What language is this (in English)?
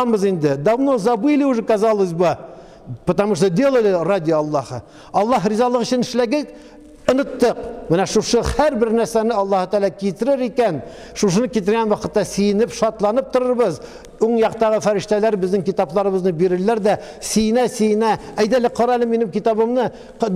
Tatar